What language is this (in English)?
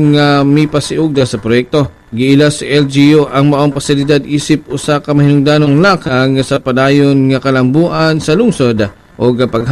Cebuano